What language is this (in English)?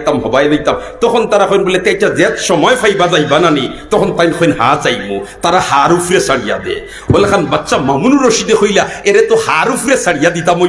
Sylheti